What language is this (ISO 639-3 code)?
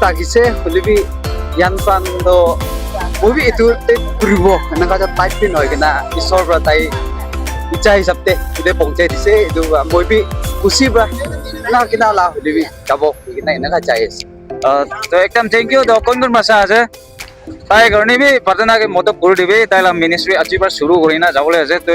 nag